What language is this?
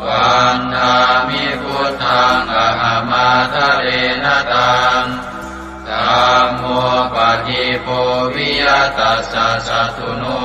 Pali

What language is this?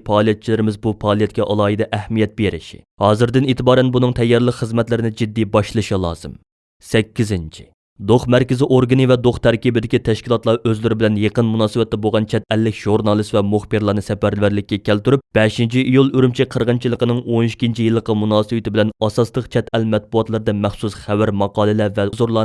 Uyghur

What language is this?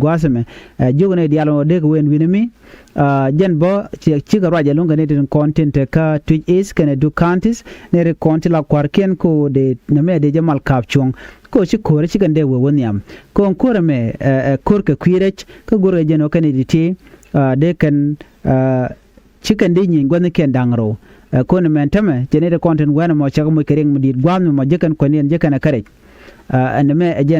Nuer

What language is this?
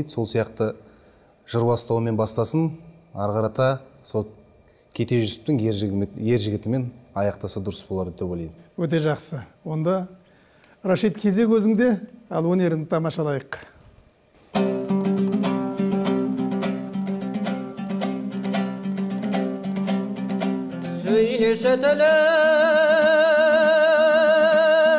Kazakh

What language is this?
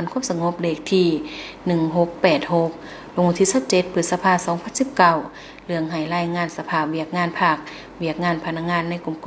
Lao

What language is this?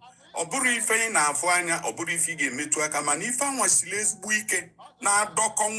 Igbo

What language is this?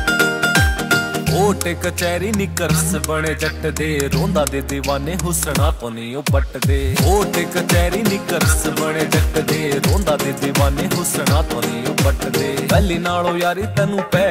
Punjabi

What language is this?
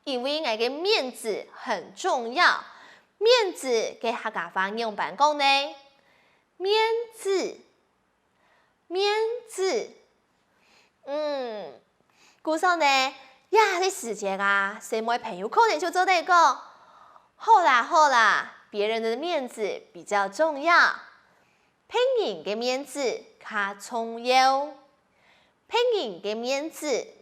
Hakka Chinese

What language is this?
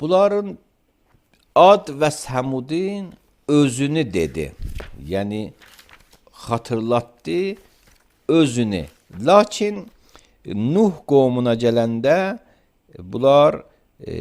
Azerbaijani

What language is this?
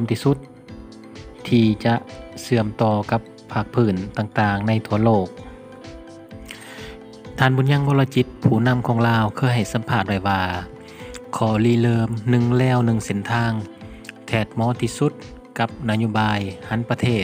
Thai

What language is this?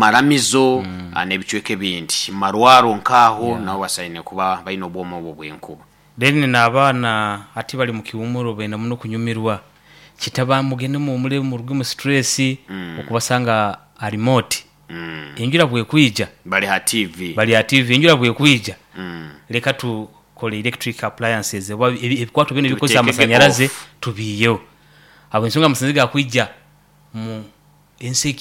Nyankole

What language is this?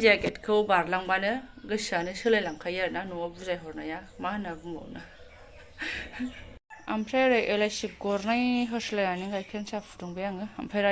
Bodo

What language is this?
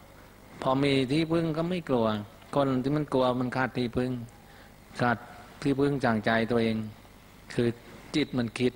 Thai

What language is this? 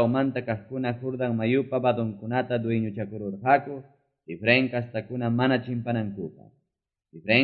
Ayacucho Quechua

